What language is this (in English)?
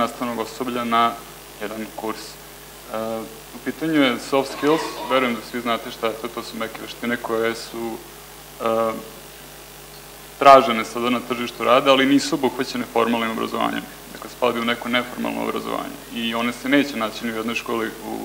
Serbian